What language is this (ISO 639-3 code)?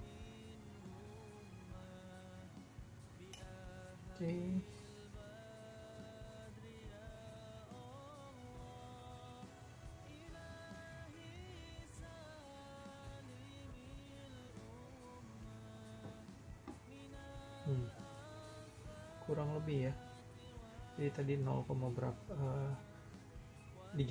ind